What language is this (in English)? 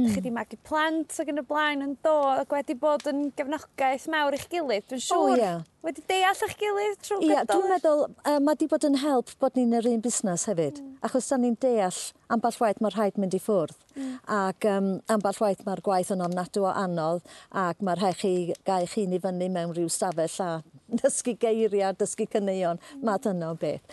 Welsh